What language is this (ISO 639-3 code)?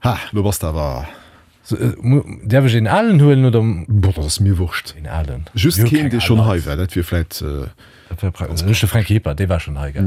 ltz